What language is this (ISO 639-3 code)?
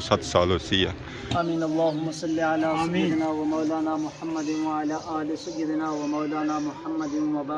phr